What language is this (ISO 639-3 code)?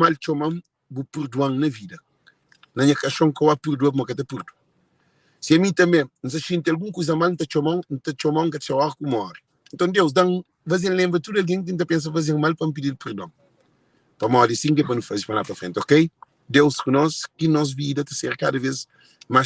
kea